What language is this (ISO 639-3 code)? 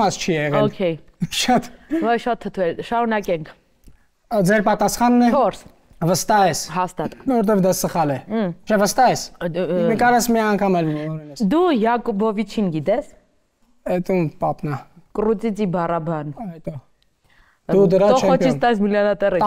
hye